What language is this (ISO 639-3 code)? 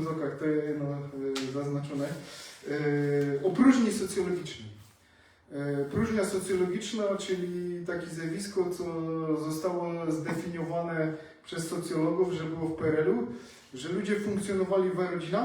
szl